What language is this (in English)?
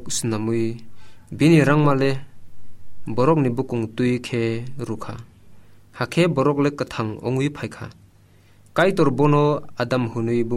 Kok Borok